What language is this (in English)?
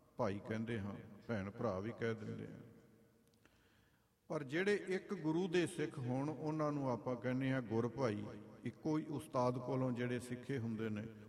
Punjabi